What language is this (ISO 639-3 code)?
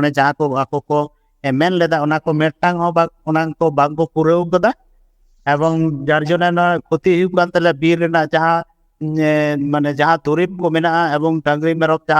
sat